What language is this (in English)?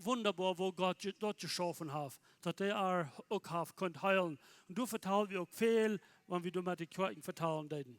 Plautdietsch